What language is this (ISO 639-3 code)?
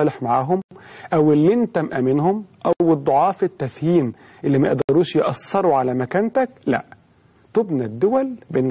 arz